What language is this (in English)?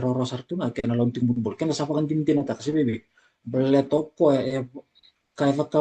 Fijian